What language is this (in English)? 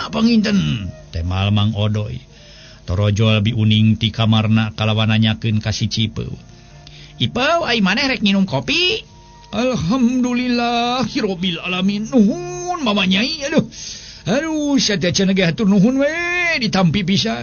Sundanese